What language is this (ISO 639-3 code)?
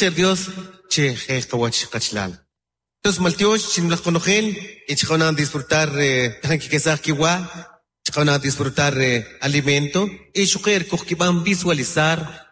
quc